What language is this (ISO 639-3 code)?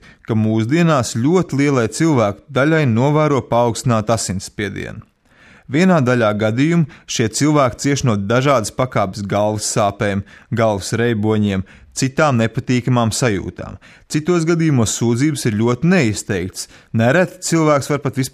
lav